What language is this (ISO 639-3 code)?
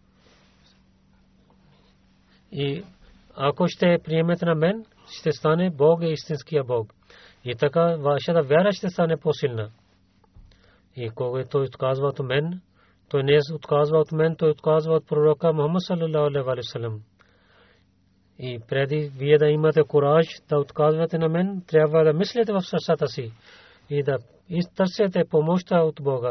bul